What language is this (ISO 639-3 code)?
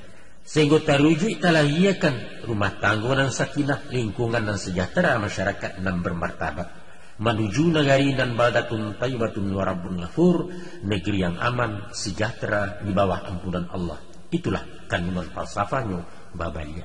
min